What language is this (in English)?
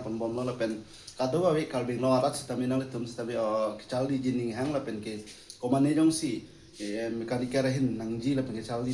Karbi